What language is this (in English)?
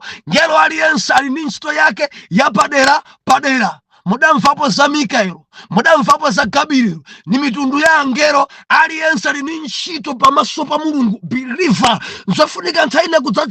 Nyanja